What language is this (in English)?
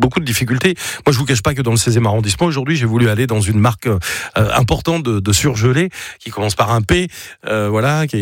French